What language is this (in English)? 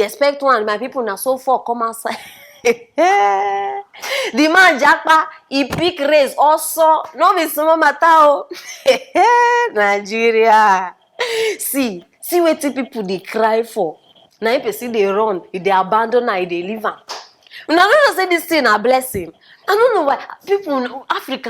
Nigerian Pidgin